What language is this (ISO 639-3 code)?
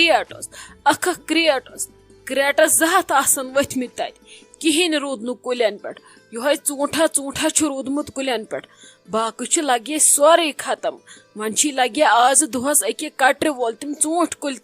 kas